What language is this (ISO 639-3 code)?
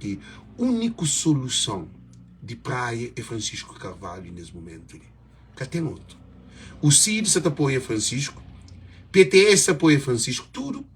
kea